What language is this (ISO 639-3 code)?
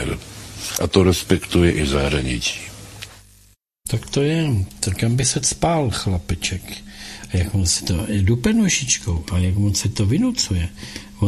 ces